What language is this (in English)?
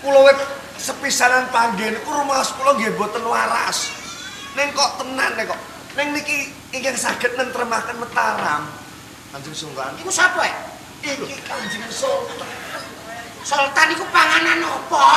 Javanese